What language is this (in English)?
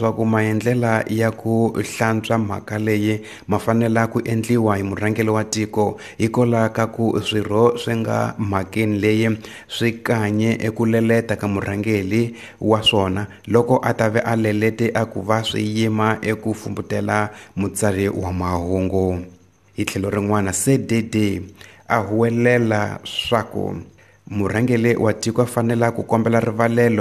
Tsonga